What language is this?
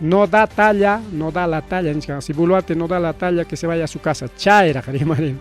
Ayacucho Quechua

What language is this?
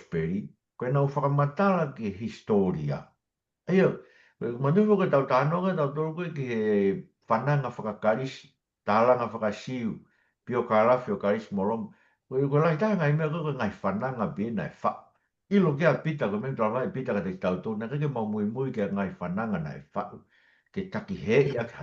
Tongan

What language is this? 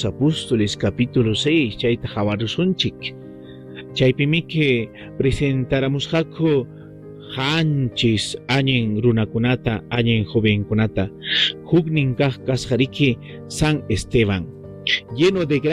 Ayacucho Quechua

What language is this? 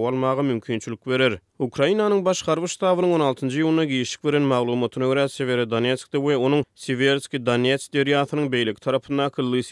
Turkmen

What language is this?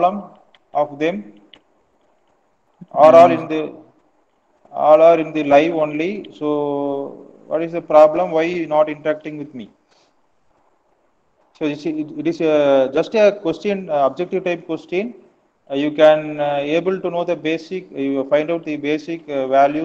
English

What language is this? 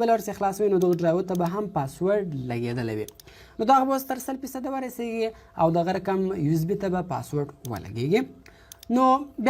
Pashto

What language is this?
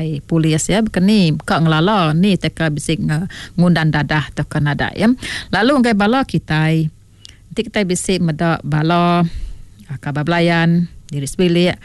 Iban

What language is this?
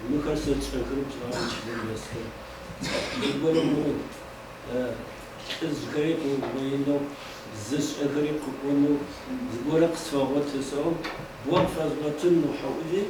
Adyghe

